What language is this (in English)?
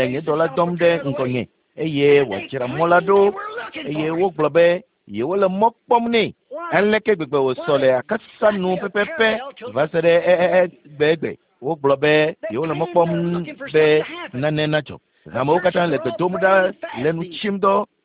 Ewe